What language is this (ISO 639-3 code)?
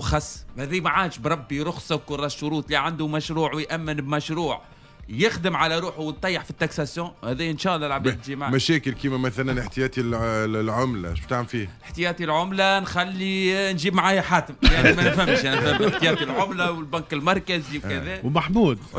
aeb